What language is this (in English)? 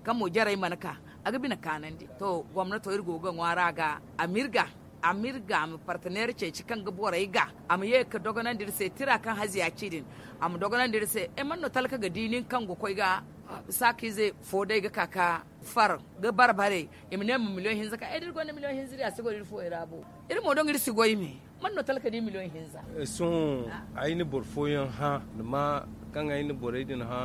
Zarma